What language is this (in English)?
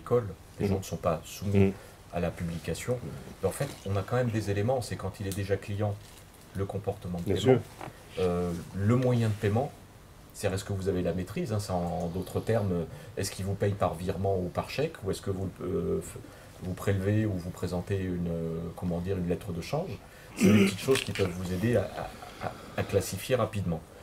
French